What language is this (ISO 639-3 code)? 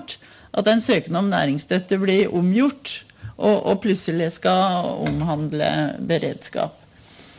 nor